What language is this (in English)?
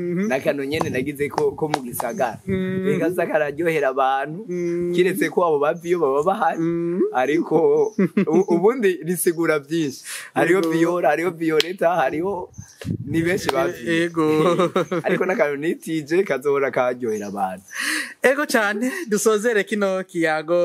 Rundi